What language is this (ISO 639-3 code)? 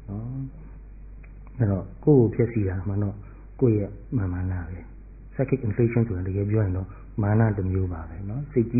mya